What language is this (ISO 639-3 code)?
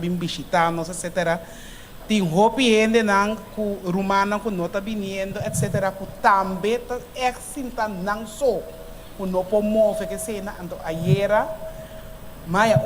pap